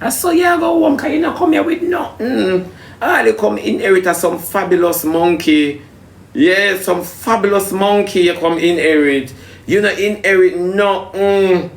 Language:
Jamaican Creole English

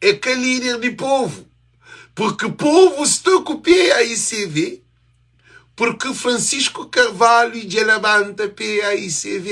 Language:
Kabuverdianu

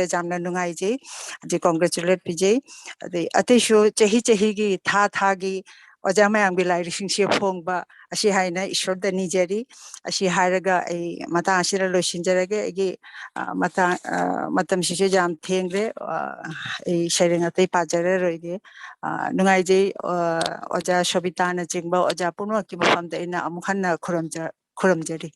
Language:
Manipuri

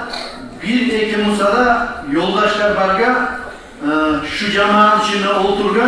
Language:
Kumyk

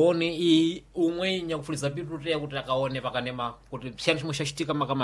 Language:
Sena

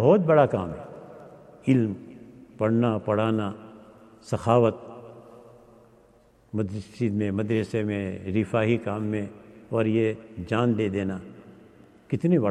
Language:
Urdu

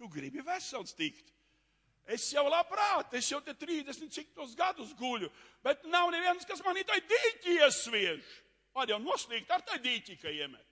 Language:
Latvian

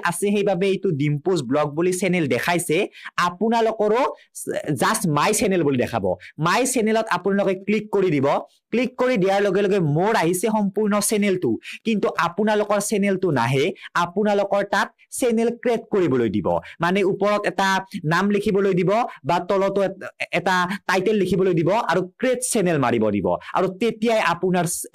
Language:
Assamese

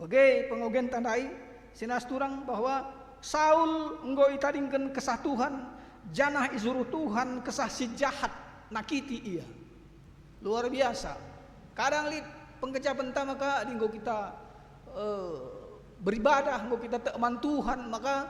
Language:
Batak Karo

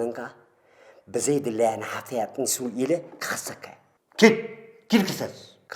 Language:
Tigrinya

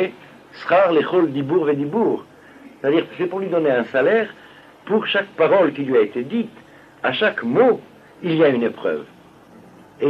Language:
French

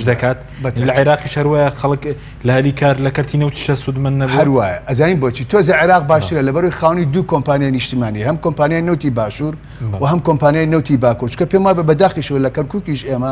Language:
Central Kurdish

